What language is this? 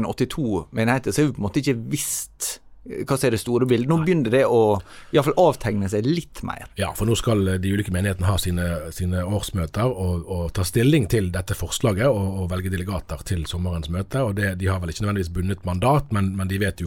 Norwegian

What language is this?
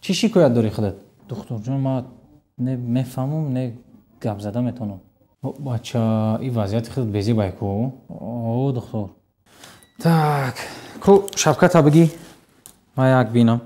Tajik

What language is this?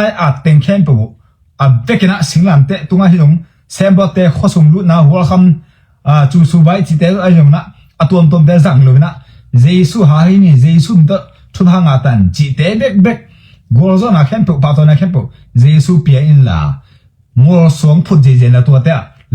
Tedim Chin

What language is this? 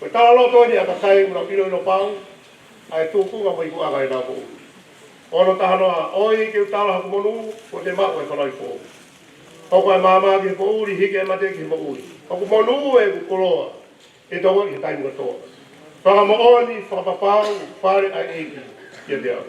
Tongan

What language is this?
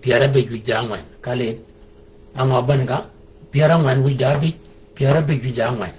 Shilluk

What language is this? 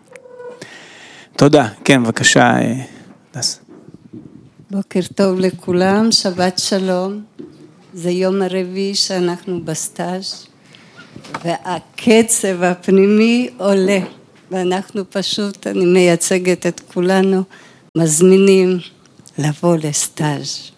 Hebrew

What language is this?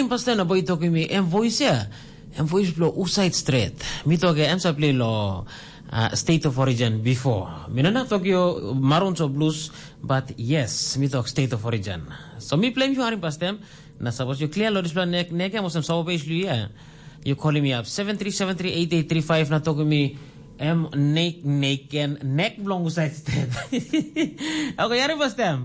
Tok Pisin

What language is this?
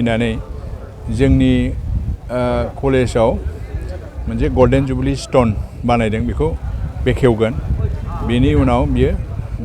Bodo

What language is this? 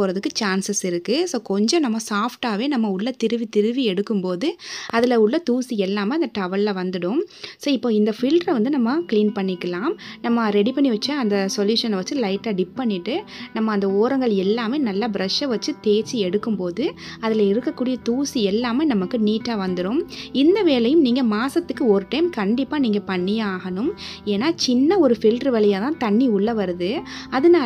Tamil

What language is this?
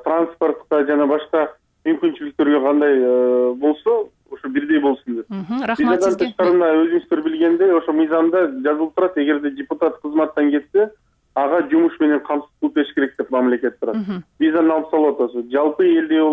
Kyrgyz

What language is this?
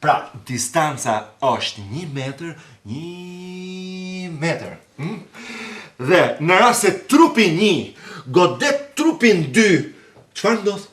Albanian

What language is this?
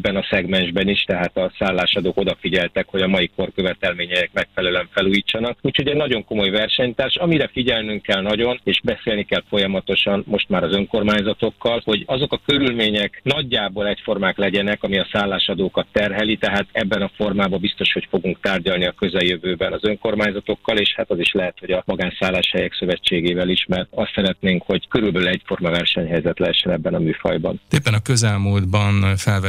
Hungarian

